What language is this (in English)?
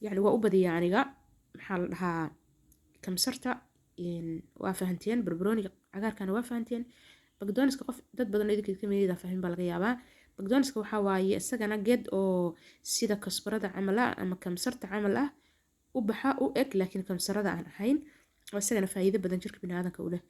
Somali